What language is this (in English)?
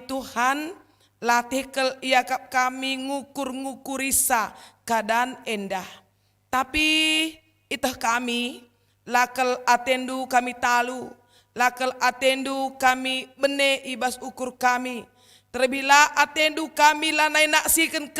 Batak Karo